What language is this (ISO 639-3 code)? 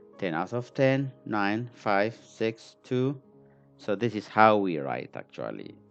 eng